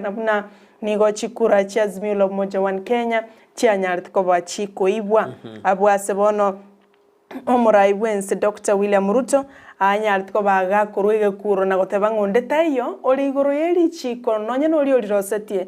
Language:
Gusii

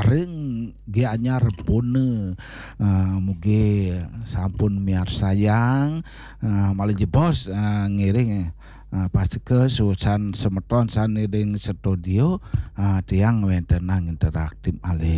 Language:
Balinese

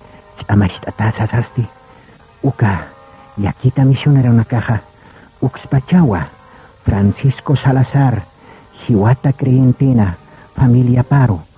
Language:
Aymara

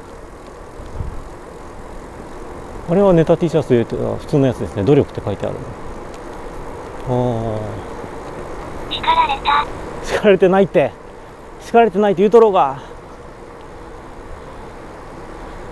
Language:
Japanese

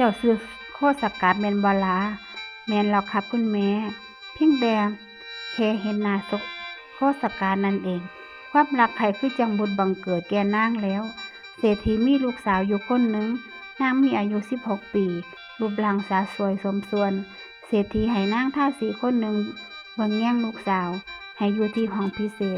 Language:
Northeastern Thai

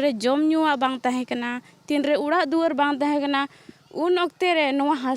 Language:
Santali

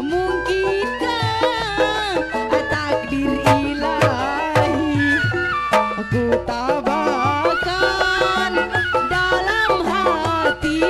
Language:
Betawi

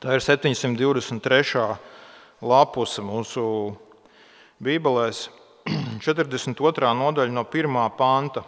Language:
Latvian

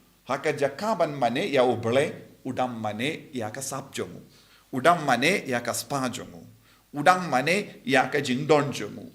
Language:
Khasi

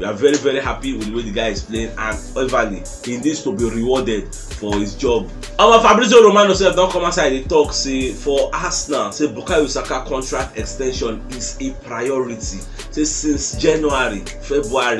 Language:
Nigerian Pidgin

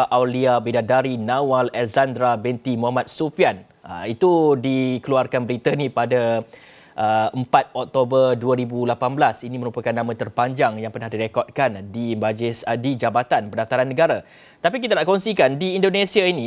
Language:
Malay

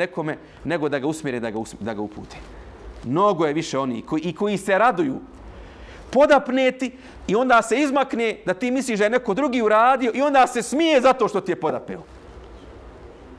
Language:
Bosnian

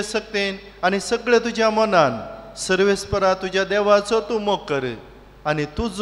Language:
Konkani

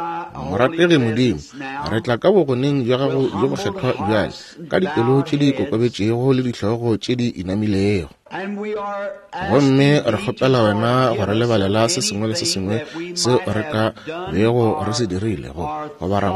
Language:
Northern Sotho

